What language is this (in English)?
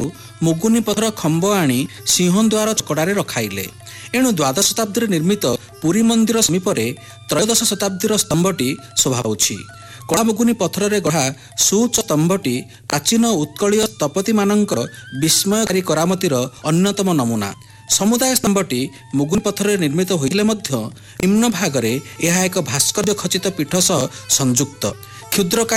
Odia